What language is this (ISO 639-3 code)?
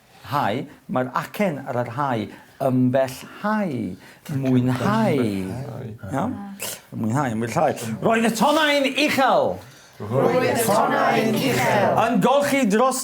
cym